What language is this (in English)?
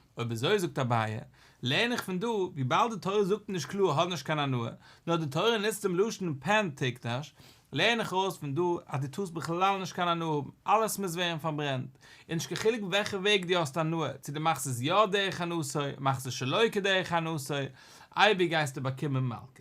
Yiddish